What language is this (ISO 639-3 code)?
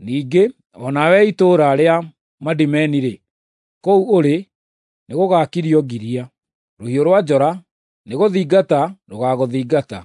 kik